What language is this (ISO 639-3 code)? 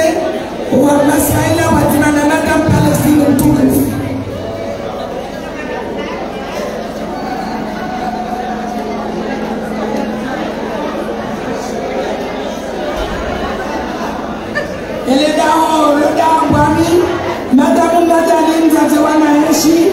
swa